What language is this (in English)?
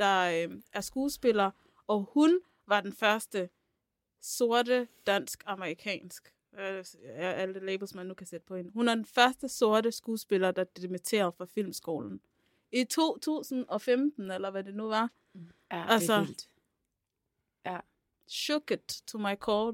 Danish